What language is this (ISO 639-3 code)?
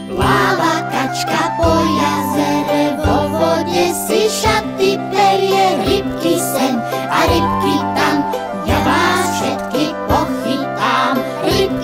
slk